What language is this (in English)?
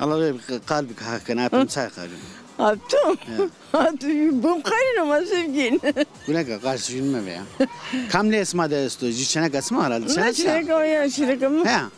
Zaza